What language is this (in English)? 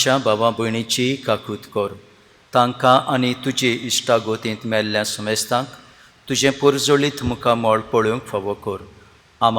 Konkani